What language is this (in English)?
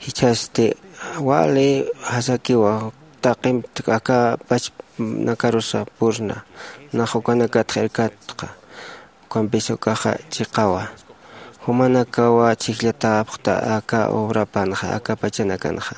Aymara